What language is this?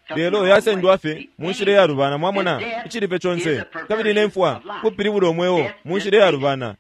Bemba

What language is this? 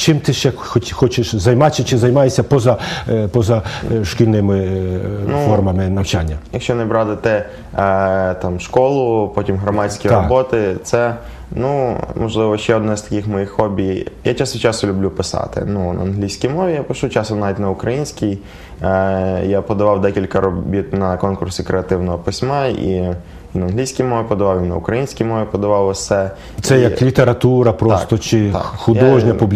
Ukrainian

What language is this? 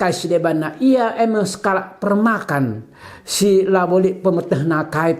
Batak Karo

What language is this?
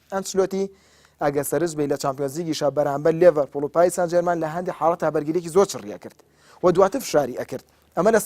Central Kurdish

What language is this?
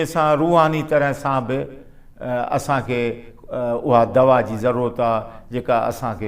Sindhi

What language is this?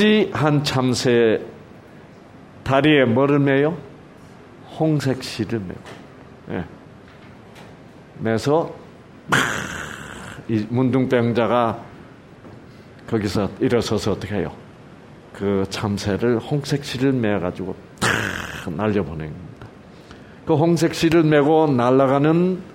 Korean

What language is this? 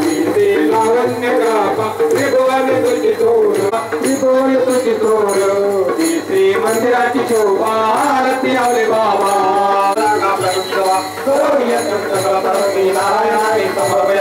Marathi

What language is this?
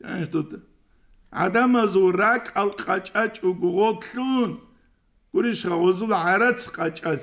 Avaric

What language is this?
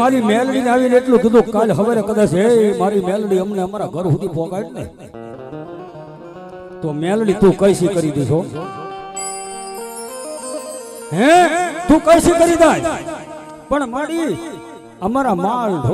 Gujarati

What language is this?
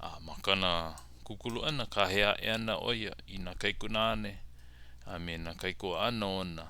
Hawaiian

